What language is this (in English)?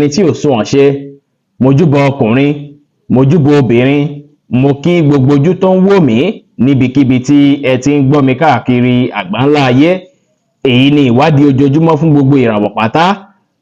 Yoruba